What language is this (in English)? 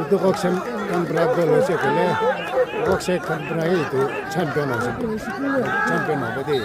Sumi Naga